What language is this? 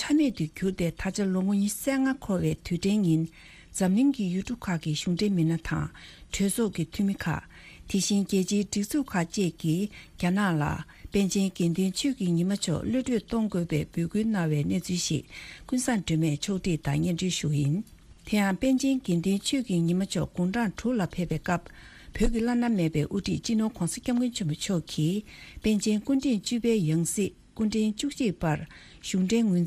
Tibetan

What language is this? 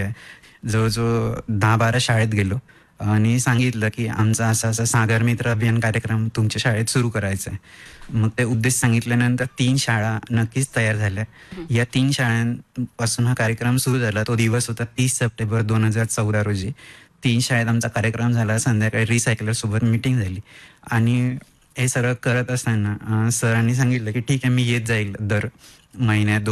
Marathi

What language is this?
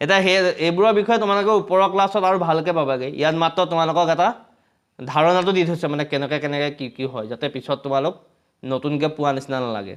Assamese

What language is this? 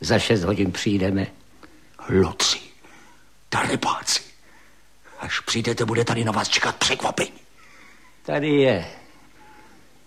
Czech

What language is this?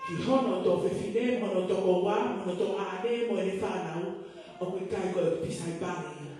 Tongan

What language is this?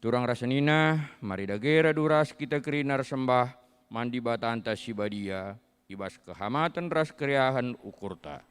Batak Karo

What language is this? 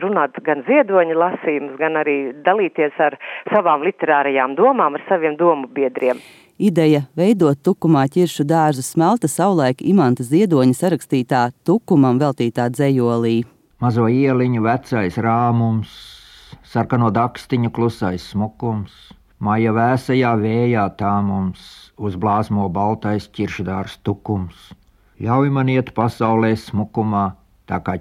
Latvian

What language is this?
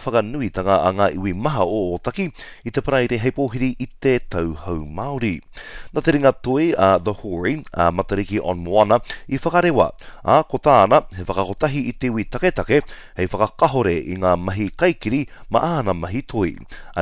Māori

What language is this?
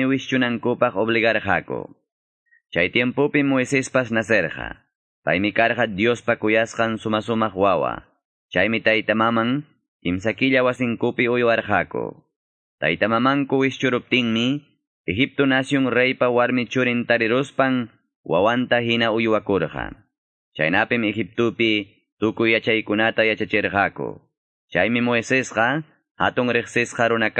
Quechua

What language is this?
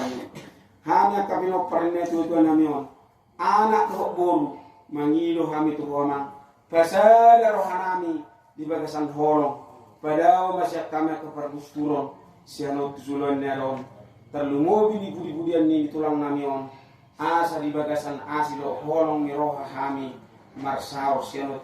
Batak Toba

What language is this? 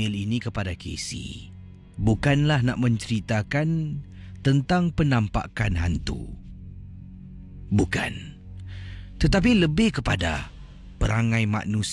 Malay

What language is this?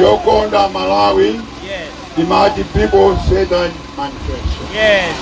Nyanja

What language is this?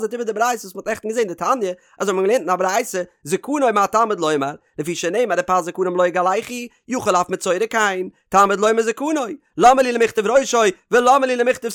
Yiddish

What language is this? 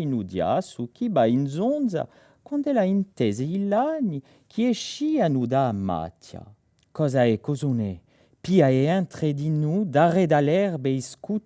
Corsican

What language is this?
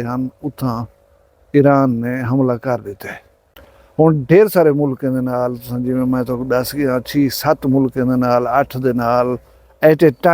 Saraiki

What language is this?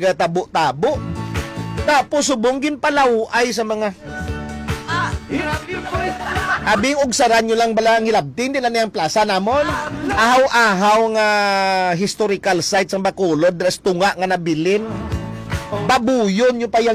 Hiligaynon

